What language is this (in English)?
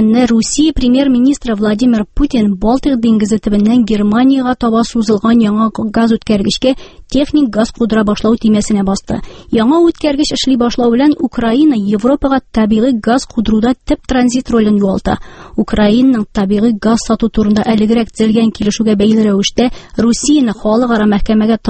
Tatar